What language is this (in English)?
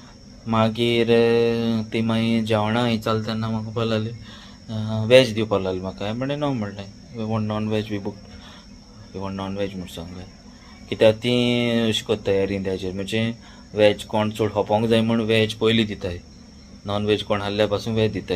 Konkani